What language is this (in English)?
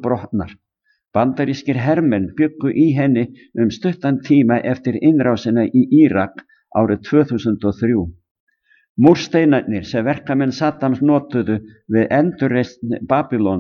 Icelandic